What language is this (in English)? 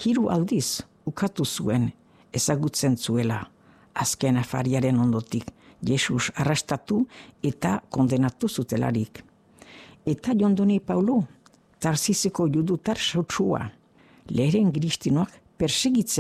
Basque